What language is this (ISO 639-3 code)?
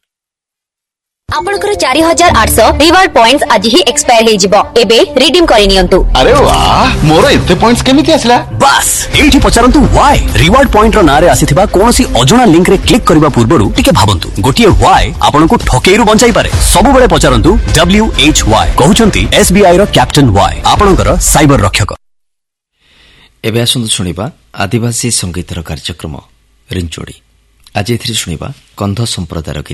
ori